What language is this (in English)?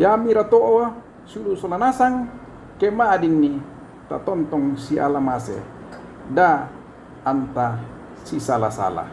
Toraja-Sa'dan